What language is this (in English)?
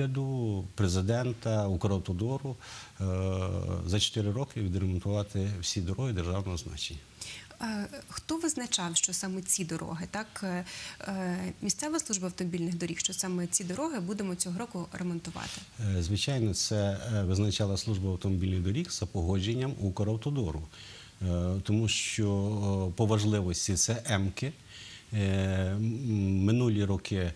Ukrainian